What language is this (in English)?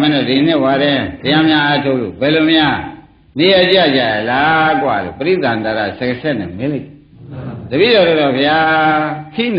Burmese